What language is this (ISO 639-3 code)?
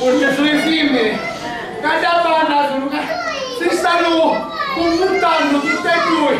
scn